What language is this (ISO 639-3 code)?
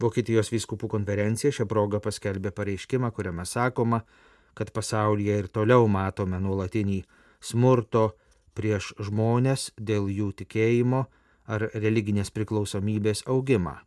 lit